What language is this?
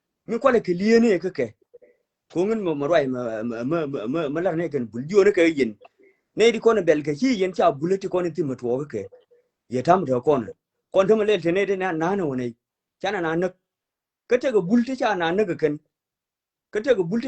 Nuer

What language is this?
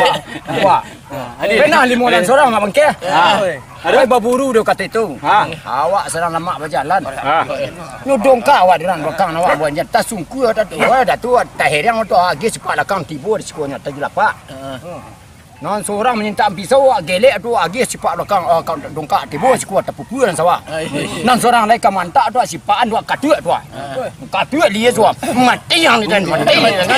Minangkabau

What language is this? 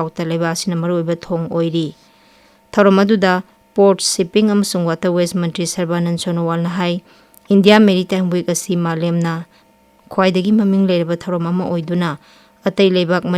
Manipuri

